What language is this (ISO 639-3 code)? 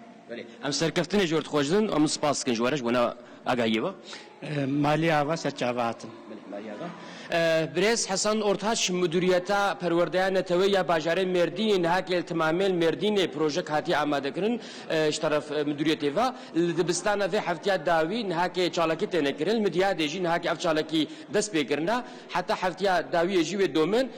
kur